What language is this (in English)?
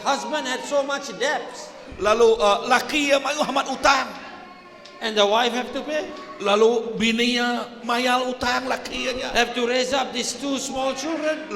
Iban